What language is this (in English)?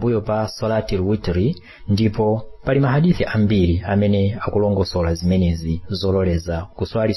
Nyanja